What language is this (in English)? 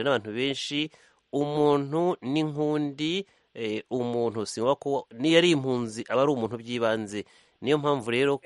Kinyarwanda